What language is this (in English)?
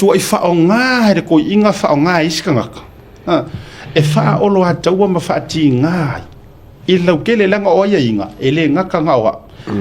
Samoan